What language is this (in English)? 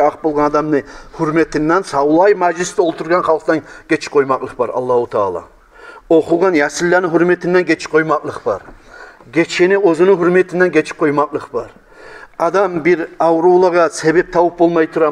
Kumyk